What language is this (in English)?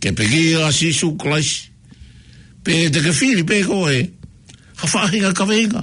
Tongan